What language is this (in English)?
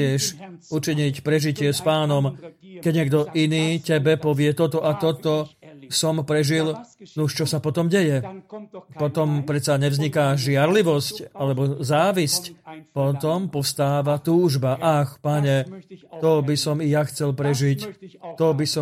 Slovak